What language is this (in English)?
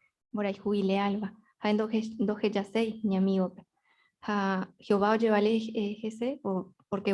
Guarani